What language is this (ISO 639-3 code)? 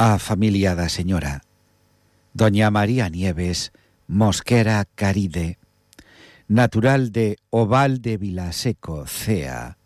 glg